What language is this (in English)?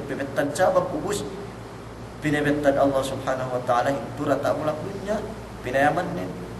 Yakan